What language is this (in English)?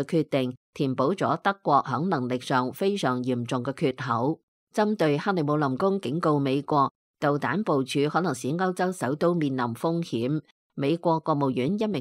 Cantonese